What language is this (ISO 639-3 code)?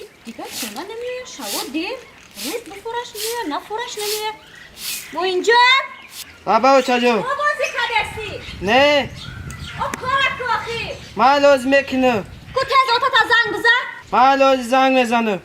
tgk